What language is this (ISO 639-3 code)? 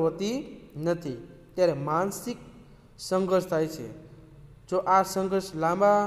guj